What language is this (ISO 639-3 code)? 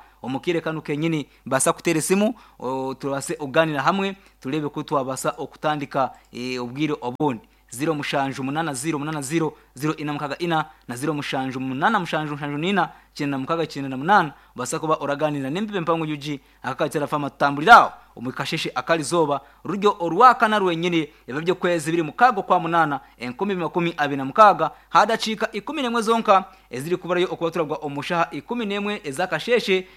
nyn